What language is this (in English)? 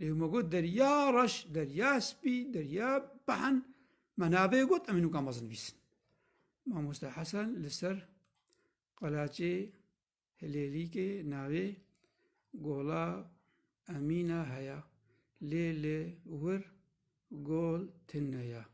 Kurdish